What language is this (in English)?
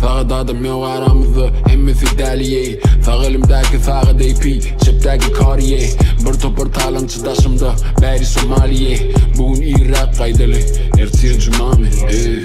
Turkmen